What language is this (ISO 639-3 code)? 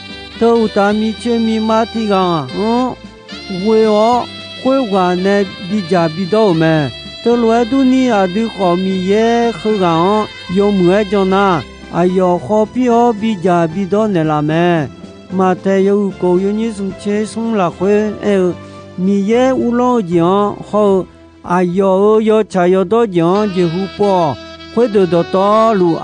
ahk